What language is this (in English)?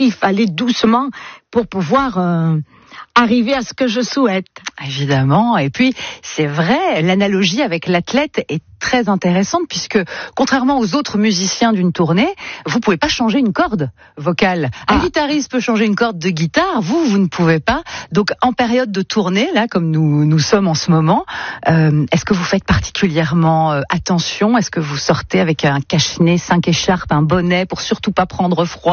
French